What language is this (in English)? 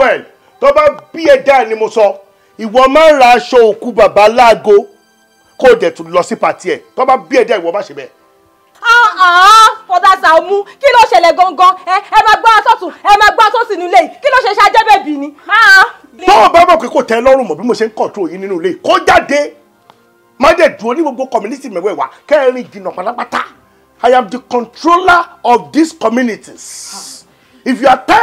Yoruba